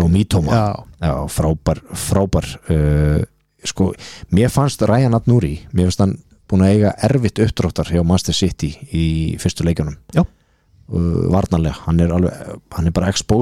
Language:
Icelandic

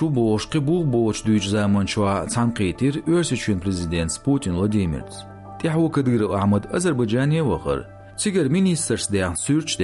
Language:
Chechen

